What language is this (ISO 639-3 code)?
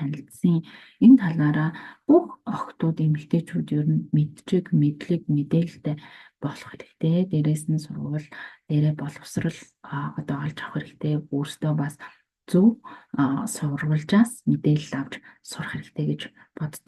mon